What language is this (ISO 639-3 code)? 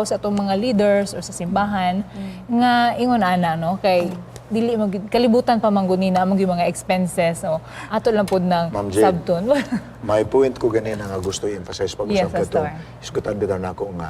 ceb